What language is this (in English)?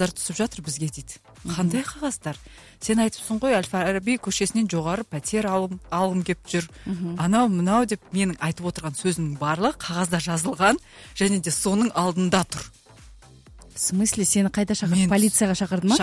Kazakh